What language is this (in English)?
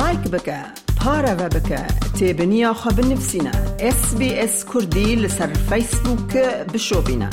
Kurdish